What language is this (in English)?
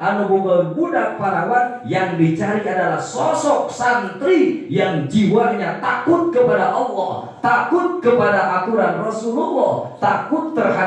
Sundanese